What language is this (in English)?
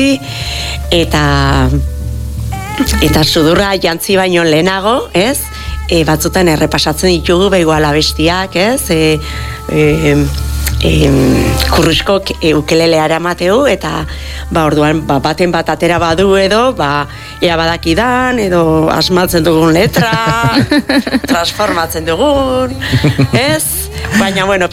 Basque